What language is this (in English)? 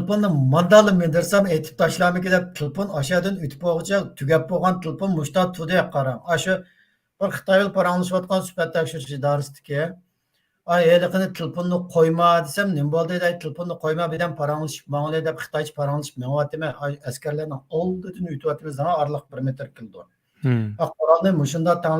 Uyghur